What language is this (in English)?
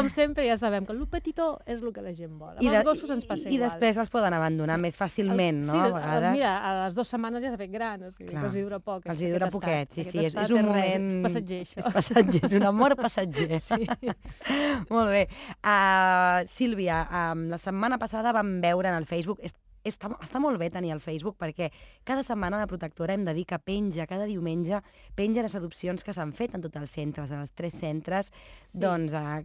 Catalan